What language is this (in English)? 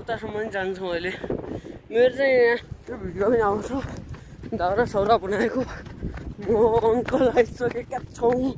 Nepali